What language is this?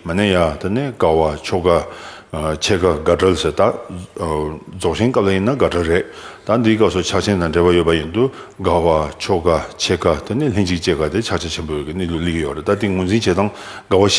Tibetan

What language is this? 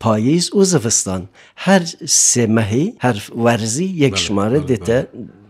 Kurdish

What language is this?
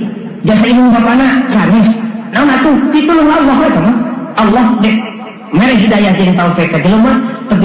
Sundanese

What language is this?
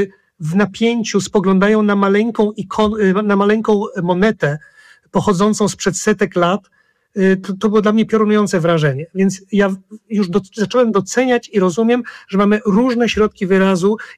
Polish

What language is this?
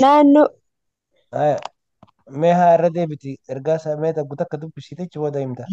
Oromo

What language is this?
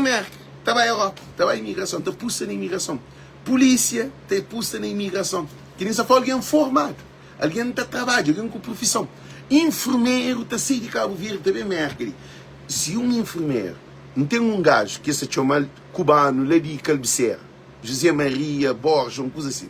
Kabuverdianu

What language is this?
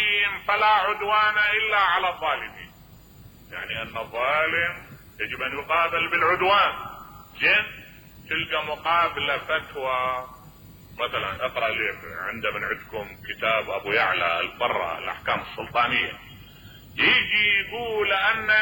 Mesopotamian Arabic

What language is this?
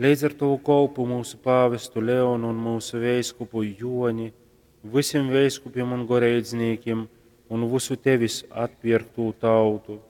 Latgalian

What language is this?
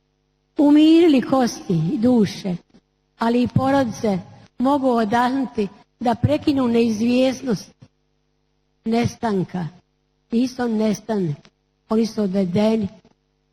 Bosnian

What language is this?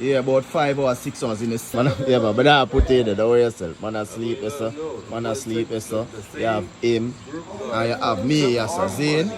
Jamaican Creole English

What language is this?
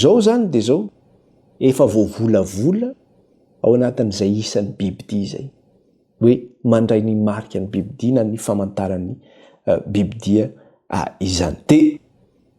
Malagasy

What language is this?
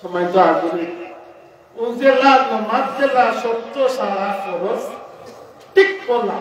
Sylheti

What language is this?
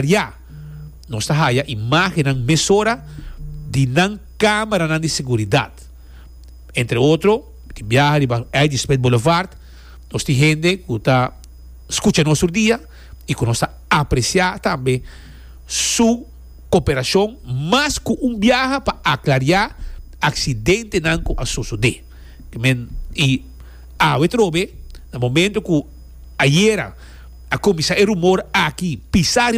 Papiamento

